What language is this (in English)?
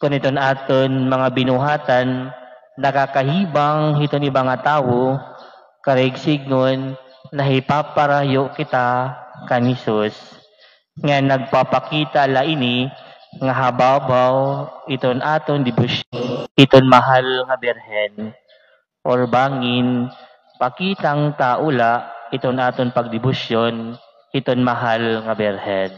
Waray